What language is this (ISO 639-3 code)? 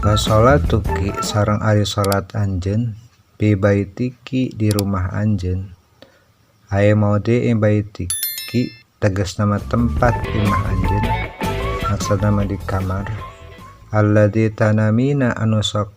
sun